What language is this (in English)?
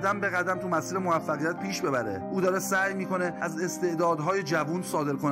Persian